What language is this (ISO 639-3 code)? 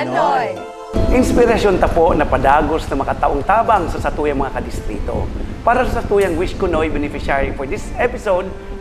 bik